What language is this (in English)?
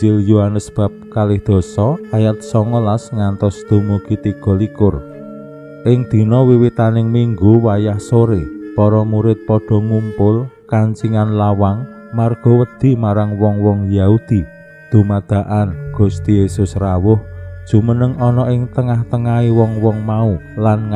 Javanese